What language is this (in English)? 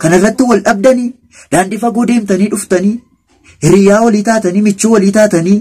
Oromo